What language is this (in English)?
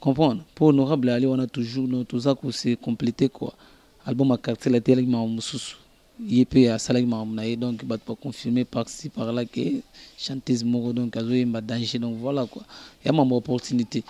Lingala